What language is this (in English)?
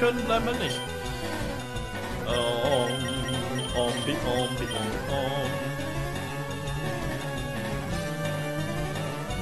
German